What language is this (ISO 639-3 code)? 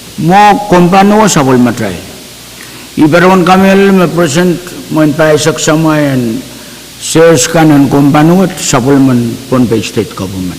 pon